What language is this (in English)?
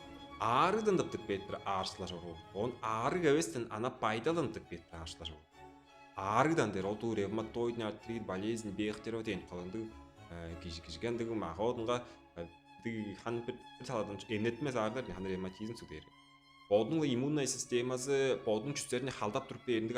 Tuvinian